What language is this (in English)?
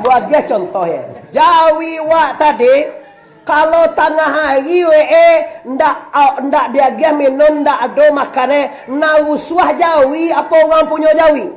Minangkabau